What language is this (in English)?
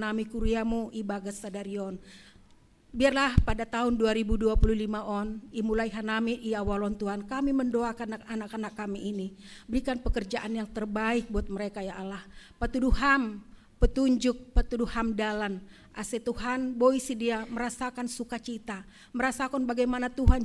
Batak Simalungun